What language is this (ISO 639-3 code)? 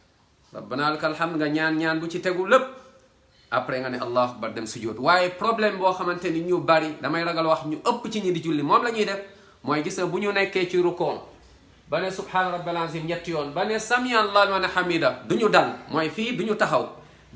wol